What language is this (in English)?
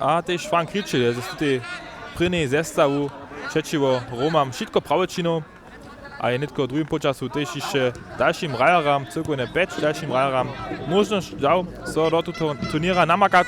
Upper Sorbian